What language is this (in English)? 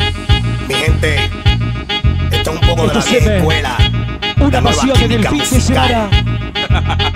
Spanish